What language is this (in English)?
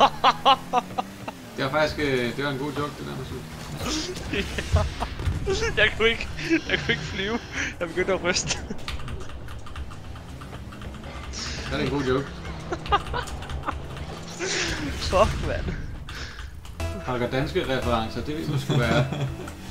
Danish